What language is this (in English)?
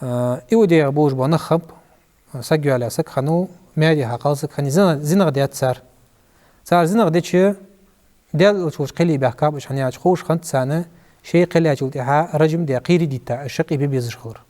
Ingush